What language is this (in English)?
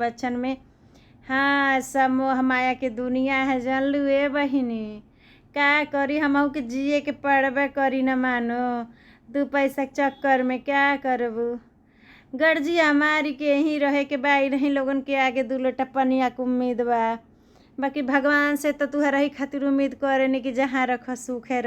Bhojpuri